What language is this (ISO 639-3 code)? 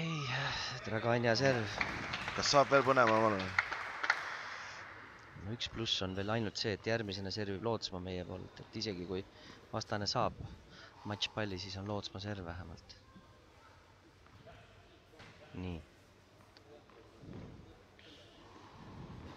est